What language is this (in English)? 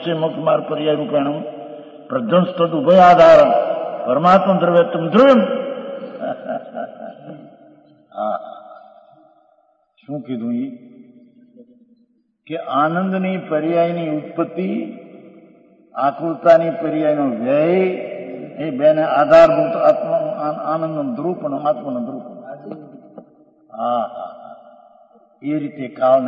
Gujarati